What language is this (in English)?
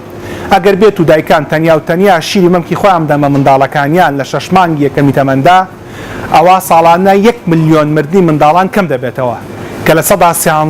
Central Kurdish